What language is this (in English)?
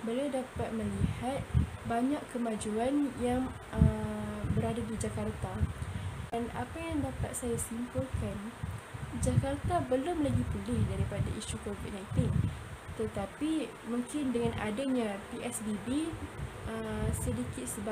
Malay